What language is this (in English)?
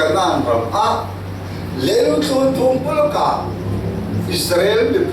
Falam Chin